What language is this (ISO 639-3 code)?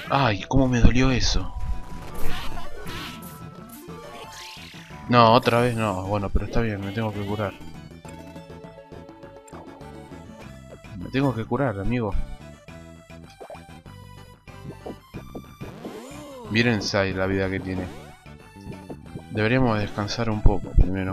spa